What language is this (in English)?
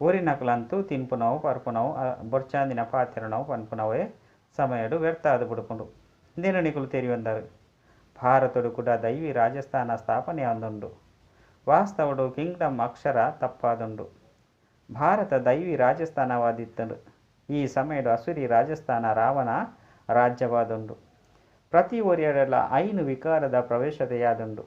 Tulu